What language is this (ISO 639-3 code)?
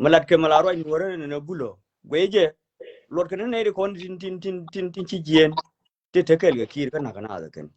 nus